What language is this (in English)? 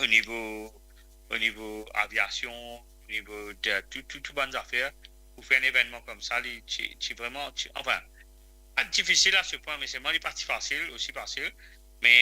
Morisyen